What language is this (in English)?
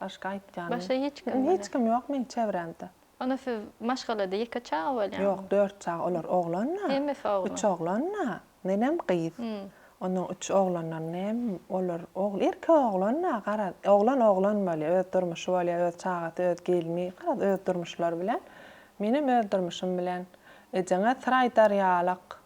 Turkmen